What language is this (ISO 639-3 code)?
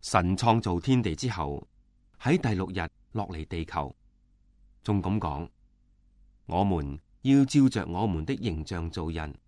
yue